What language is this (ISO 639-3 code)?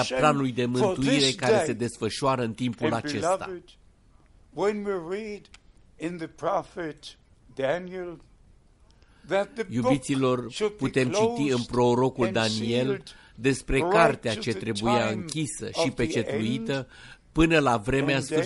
ron